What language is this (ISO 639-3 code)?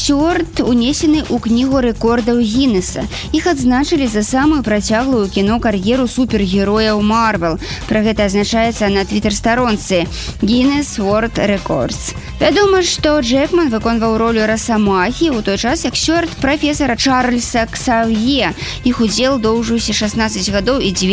bel